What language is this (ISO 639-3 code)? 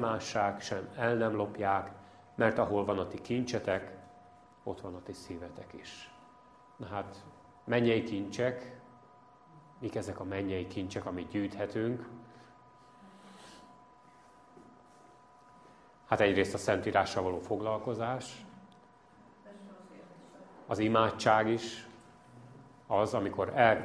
hun